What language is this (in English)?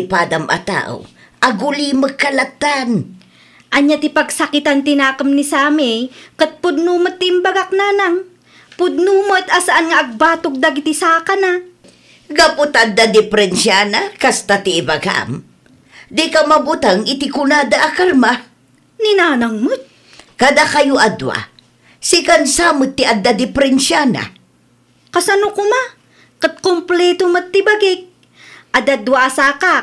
Iloko